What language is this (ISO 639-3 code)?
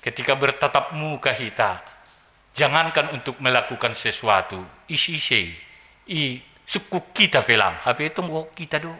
bts